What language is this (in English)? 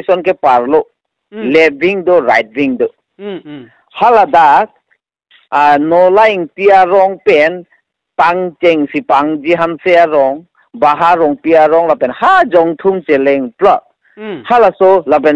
Karbi